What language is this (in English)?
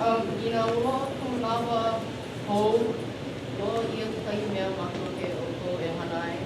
Hawaiian